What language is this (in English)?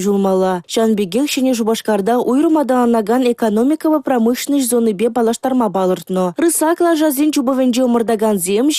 Chuvash